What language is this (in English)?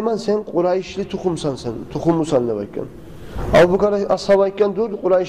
Kumyk